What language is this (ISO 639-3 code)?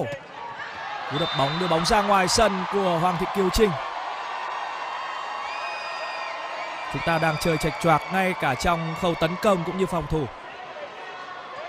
vie